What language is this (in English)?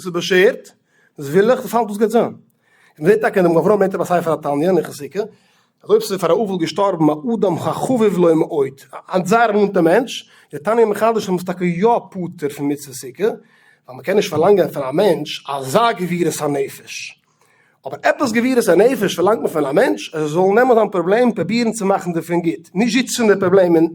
Yiddish